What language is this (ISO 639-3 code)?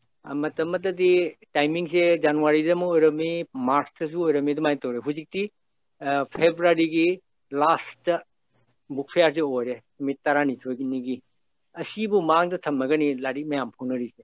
mni